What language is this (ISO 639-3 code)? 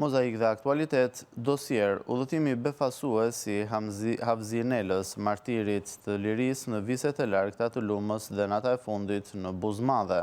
sqi